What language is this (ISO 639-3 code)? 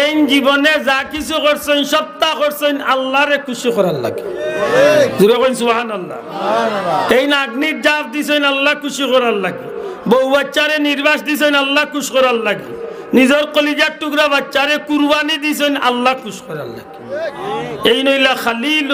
syl